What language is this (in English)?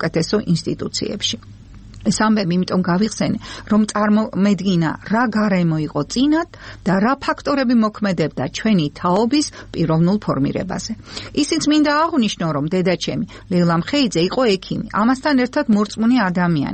Georgian